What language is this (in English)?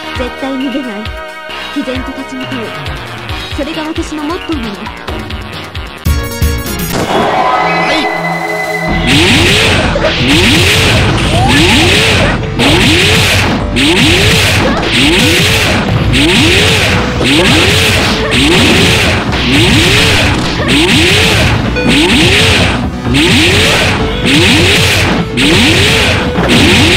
Japanese